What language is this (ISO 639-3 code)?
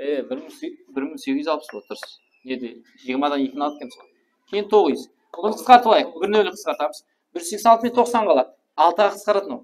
kaa